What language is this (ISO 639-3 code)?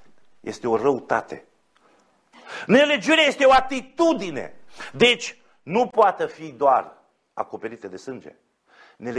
ron